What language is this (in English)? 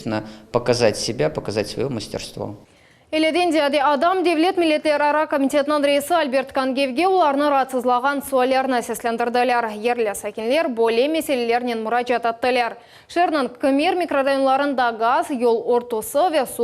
Crimean Tatar